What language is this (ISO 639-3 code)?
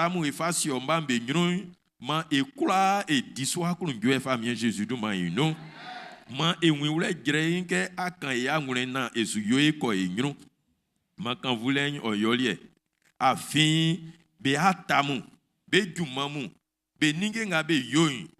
bci